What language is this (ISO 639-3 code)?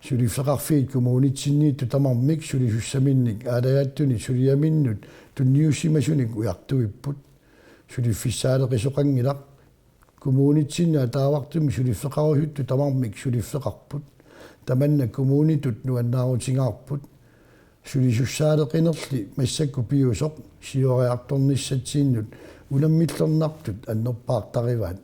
kal